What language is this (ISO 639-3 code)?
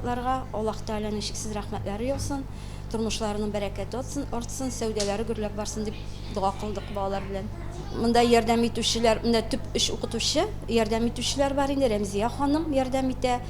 tat